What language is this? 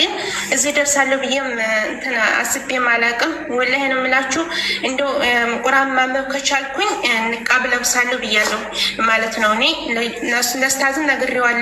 Amharic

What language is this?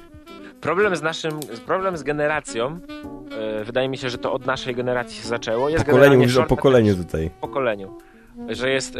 Polish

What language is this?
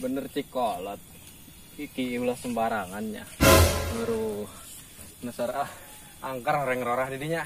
Sundanese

